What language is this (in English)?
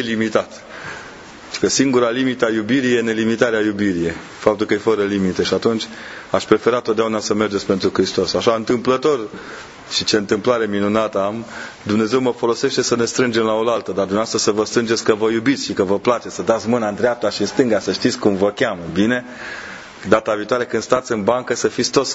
Romanian